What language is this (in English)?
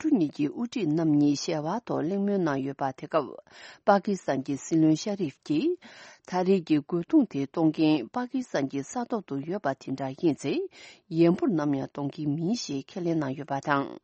Tibetan